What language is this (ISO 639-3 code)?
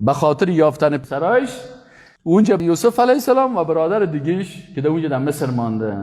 fas